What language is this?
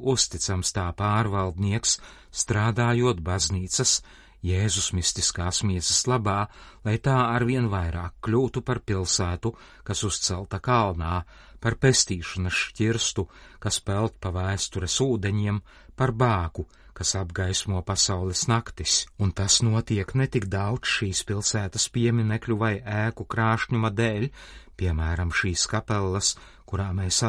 Latvian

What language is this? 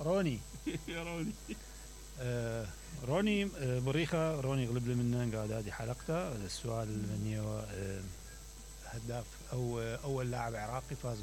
Mesopotamian Arabic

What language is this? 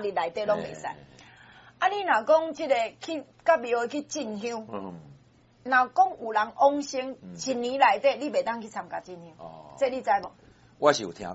Min Nan Chinese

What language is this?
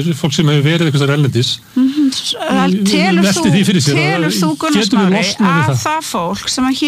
Icelandic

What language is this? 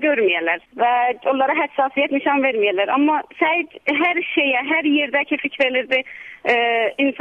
South Azerbaijani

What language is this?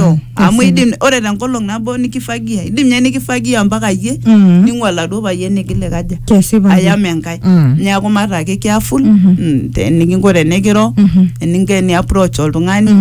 Masai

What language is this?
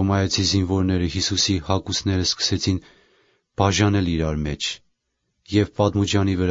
Armenian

